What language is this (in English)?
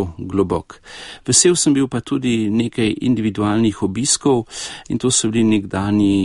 Slovenian